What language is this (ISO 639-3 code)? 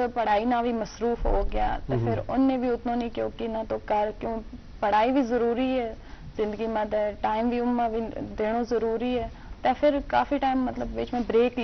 gju